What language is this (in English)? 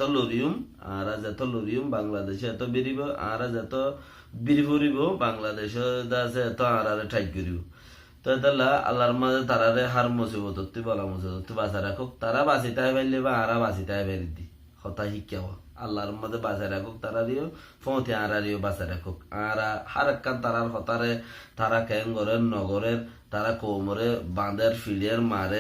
Rohingya